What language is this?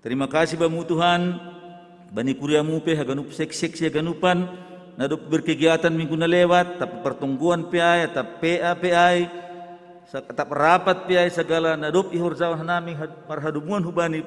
Batak Simalungun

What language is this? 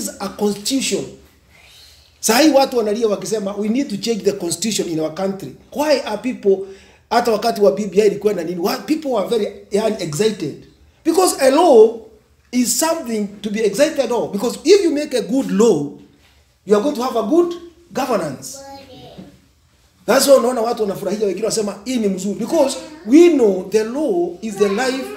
Swahili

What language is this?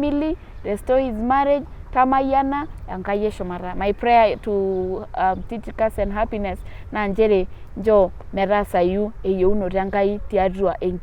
Masai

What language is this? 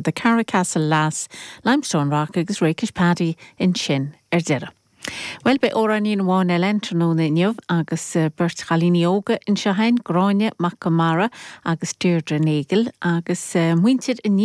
Irish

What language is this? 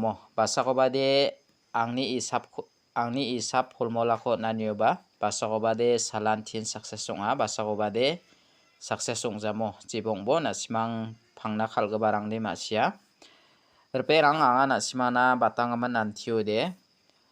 Garo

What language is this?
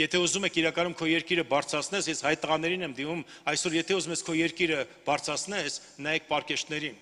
Armenian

